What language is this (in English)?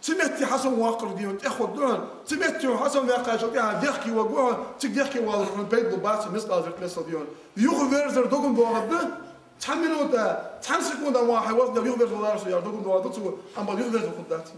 Ingush